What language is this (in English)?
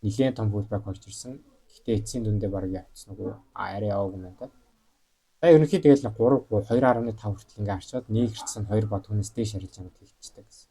Mongolian